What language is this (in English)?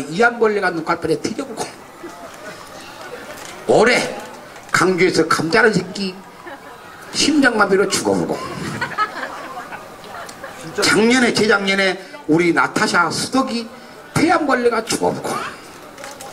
Korean